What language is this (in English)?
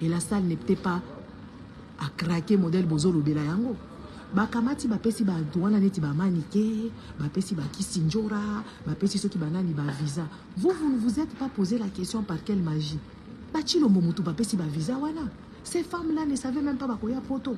Lingala